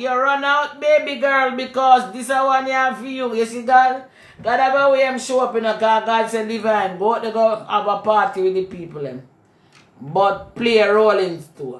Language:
Jamaican Creole English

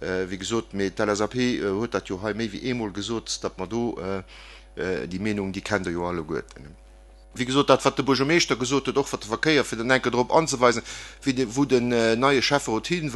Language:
Luxembourgish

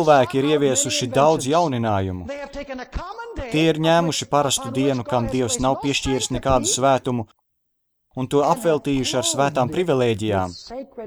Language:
Latvian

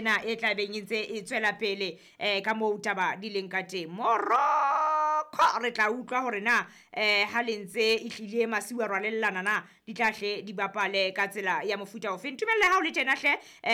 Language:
Southern Sotho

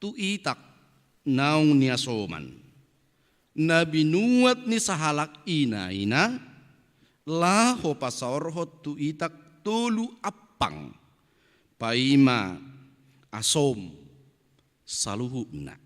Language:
Batak Toba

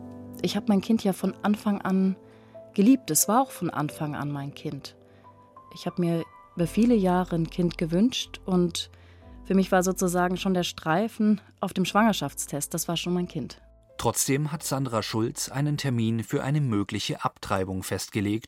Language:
German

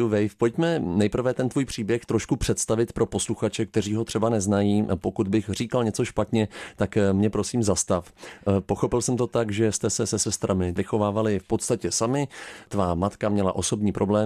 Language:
Czech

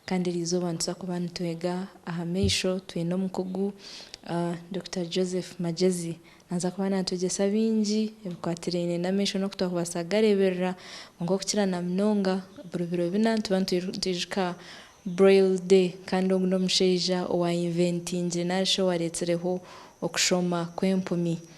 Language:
Nyankole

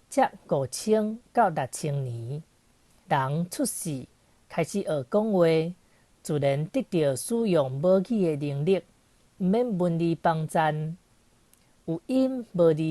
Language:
Min Nan Chinese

